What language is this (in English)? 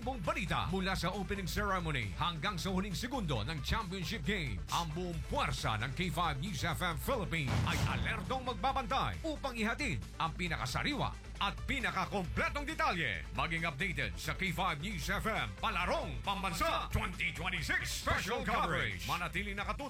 Filipino